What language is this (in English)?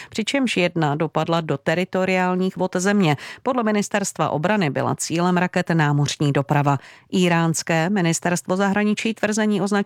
Czech